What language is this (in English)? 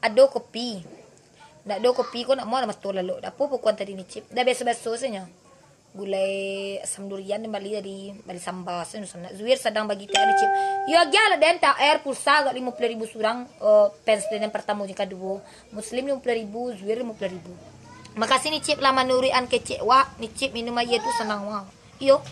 Minangkabau